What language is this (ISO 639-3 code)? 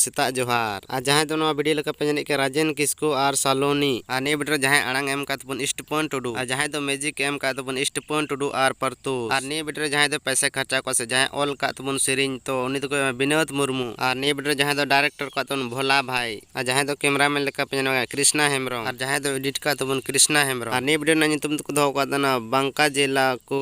sat